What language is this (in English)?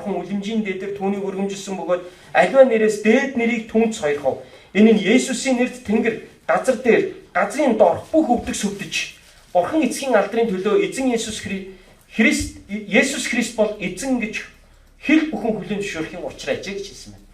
Mongolian